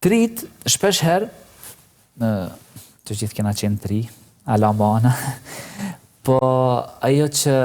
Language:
Albanian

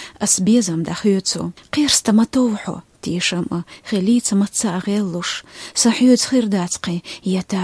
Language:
Chechen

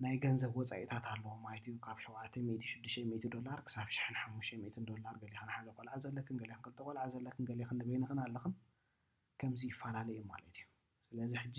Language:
Tigrinya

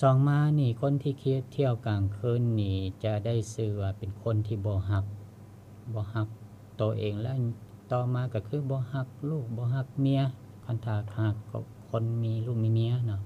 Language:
Lao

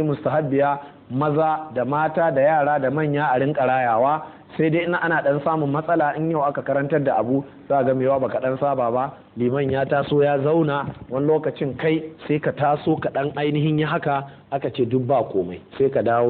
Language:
Hausa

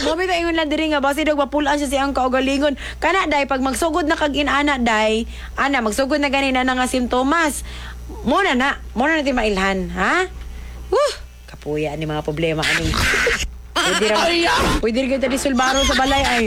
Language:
Cebuano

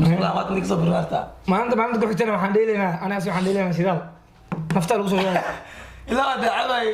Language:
Somali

